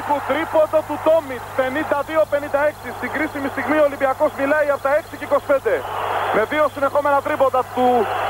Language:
Greek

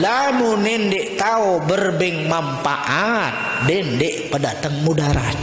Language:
Sasak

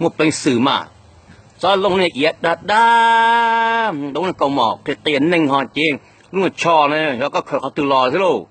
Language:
Hmong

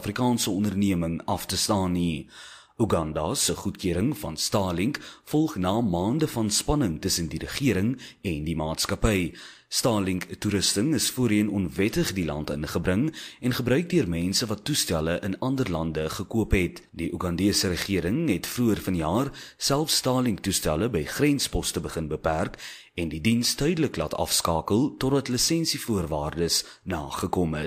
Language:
Afrikaans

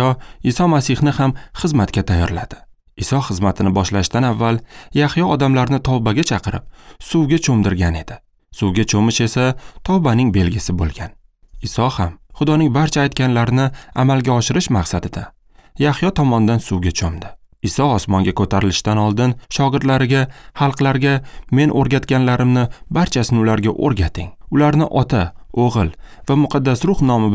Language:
Uzbek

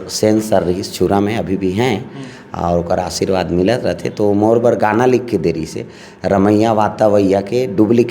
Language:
Chhattisgarhi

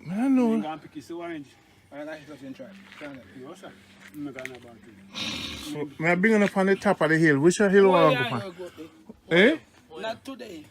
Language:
Jamaican Creole English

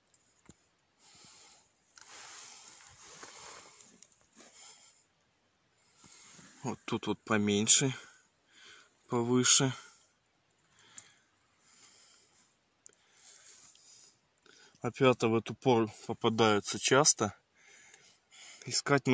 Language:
Russian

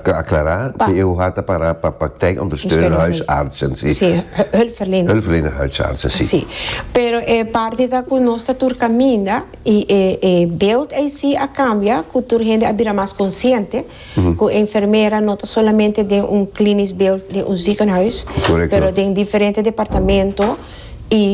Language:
Papiamento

